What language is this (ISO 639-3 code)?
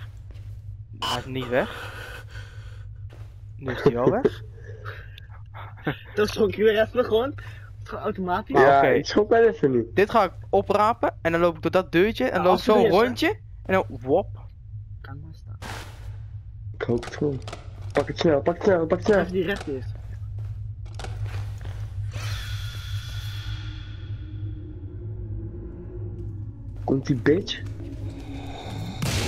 nld